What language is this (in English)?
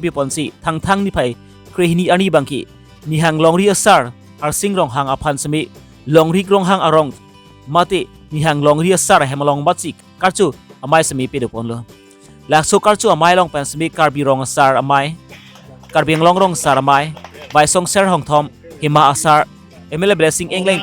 Karbi